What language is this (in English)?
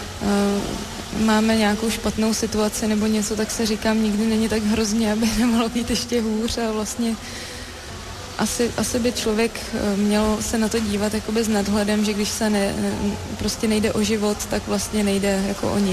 Czech